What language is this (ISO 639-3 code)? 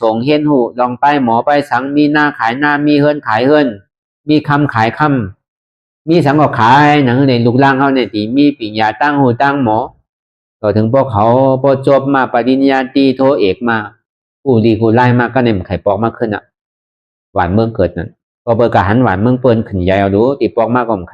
shn